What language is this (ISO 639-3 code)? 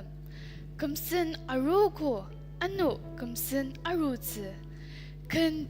njo